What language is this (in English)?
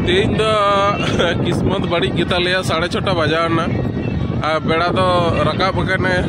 Santali